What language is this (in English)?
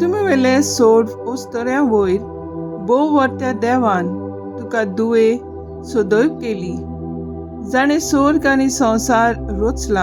Konkani